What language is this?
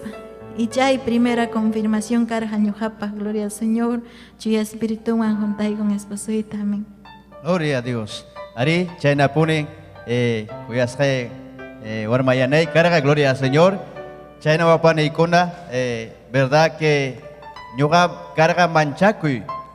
Ayacucho Quechua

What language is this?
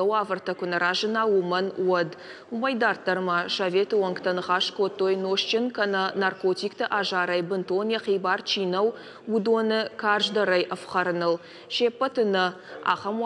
Ossetic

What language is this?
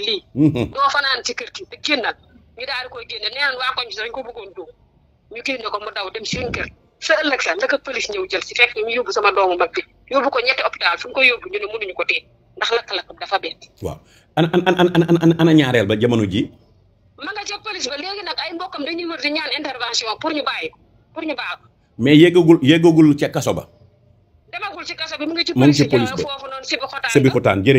Wolof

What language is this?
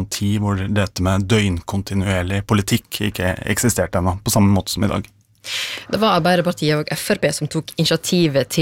Norwegian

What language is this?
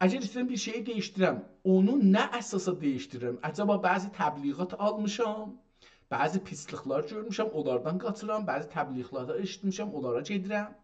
South Azerbaijani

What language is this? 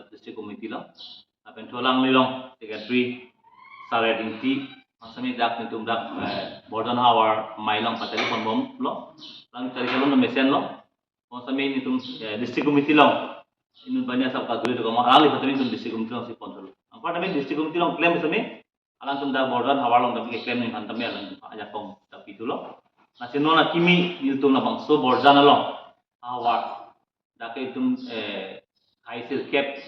Karbi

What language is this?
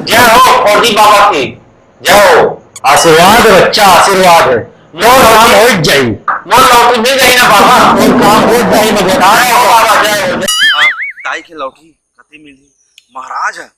Chhattisgarhi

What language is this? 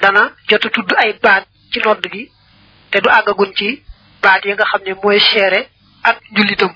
Wolof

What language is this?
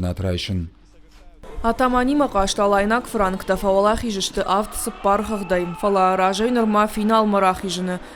Ossetic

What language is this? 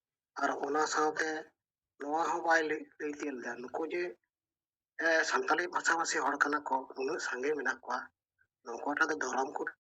Santali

